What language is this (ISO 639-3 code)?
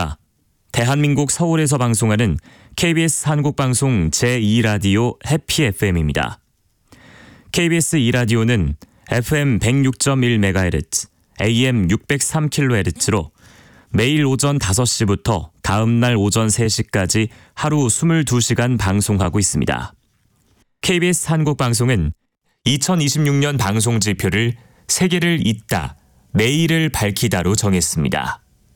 kor